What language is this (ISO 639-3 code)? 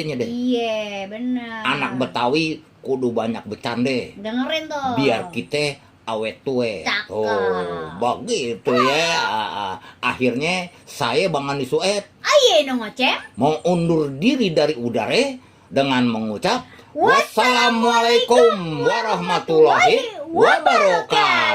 bew